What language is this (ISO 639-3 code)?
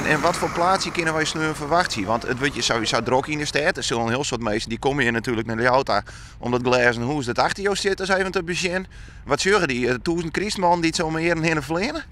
fry